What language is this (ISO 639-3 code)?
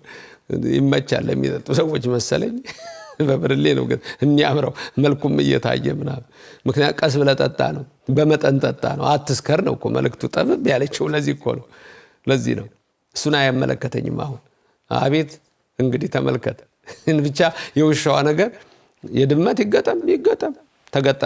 amh